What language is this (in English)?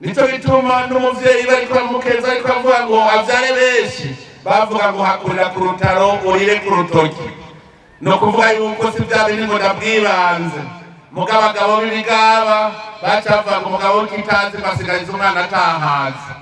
Rundi